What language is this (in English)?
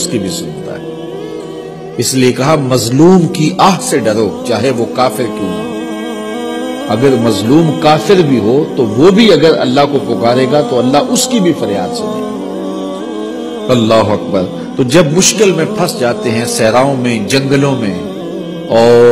Urdu